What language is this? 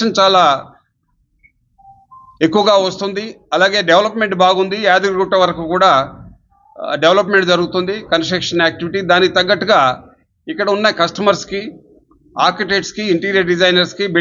Telugu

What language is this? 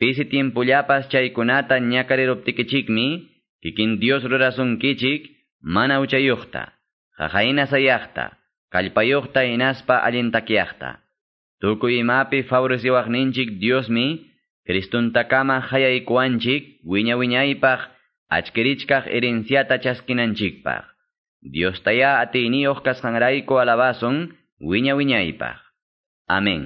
Quechua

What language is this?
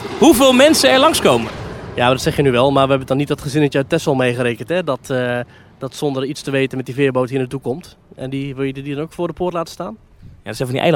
Dutch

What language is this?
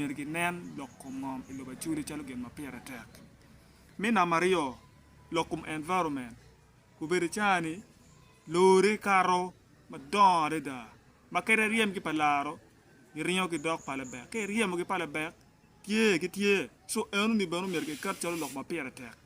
Acoli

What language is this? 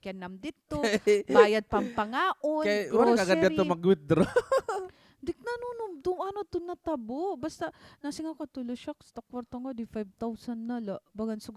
Waray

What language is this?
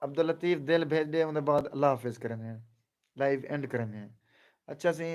Saraiki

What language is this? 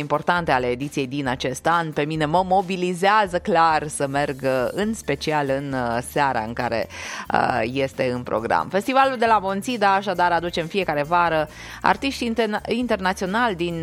Romanian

